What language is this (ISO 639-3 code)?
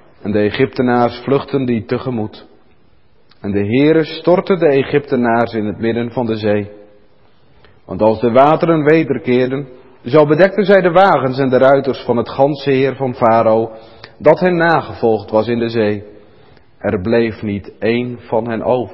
nld